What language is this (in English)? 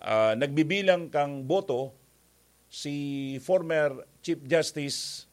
Bikol